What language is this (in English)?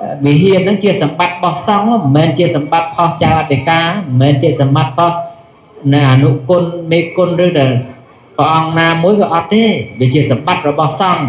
Khmer